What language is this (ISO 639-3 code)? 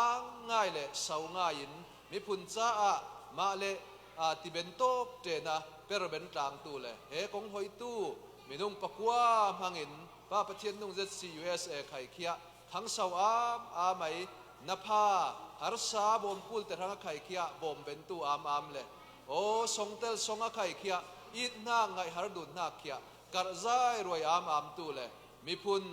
cfm